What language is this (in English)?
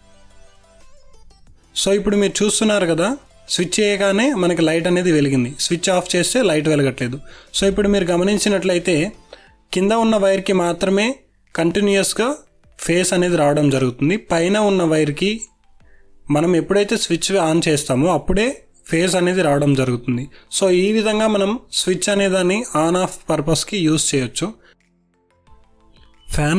Telugu